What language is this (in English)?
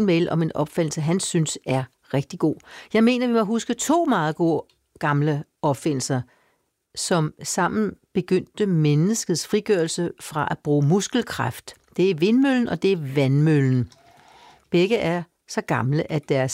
Danish